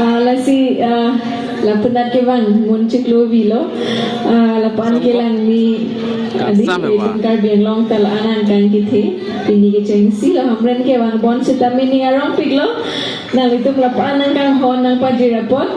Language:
Karbi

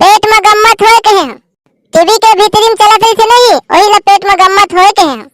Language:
Chhattisgarhi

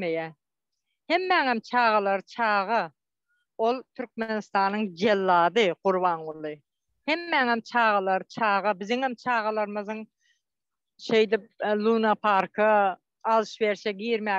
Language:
Turkmen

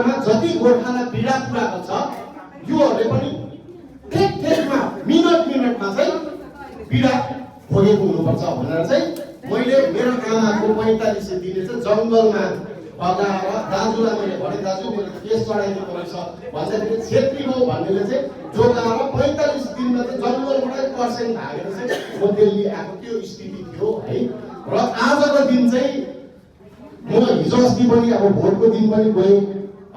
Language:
Nepali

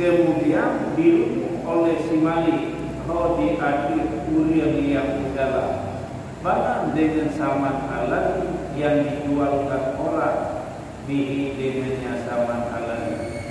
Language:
Achinese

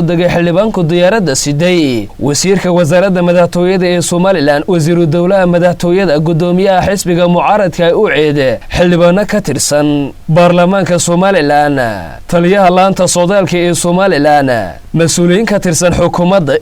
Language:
Somali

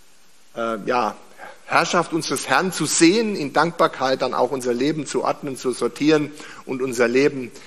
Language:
German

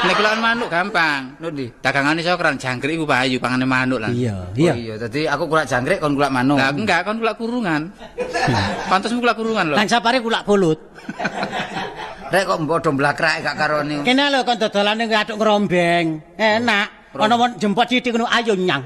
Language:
Javanese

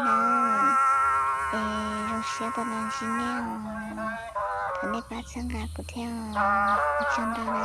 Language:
Hmong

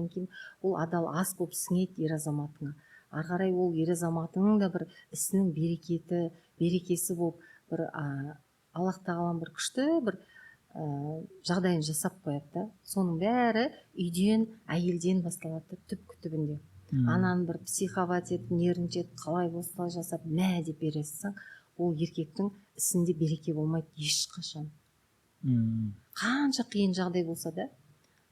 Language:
Kazakh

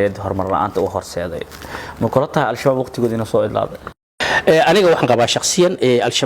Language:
Somali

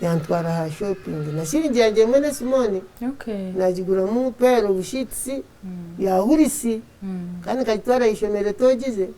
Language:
Nyankole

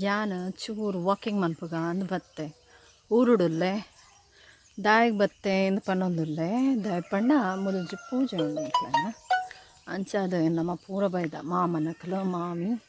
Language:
Tulu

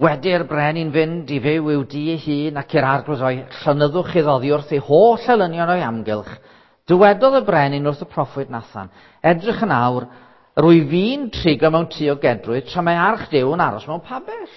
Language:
Welsh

